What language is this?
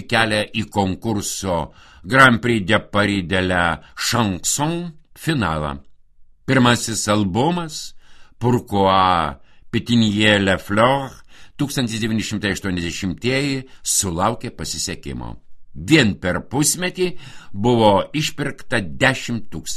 Lithuanian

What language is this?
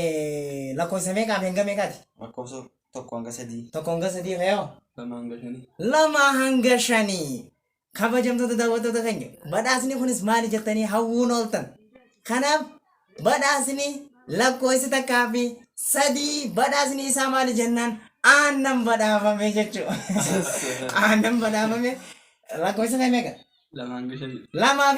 Oromo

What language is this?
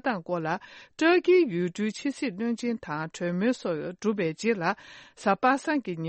Tibetan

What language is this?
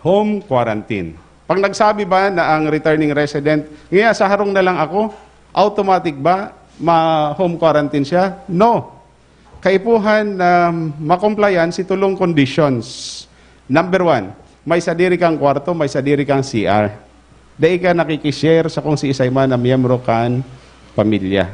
Bikol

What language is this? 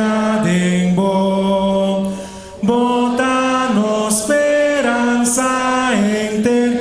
Papiamento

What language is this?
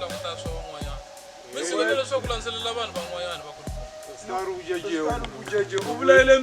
Tsonga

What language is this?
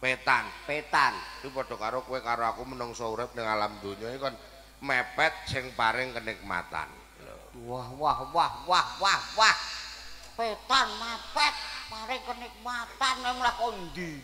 Javanese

